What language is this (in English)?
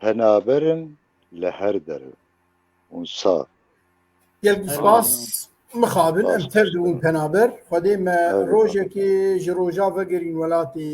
Kurdish